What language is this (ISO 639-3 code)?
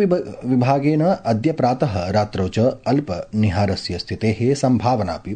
san